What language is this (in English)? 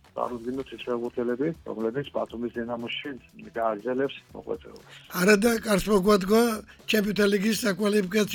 Georgian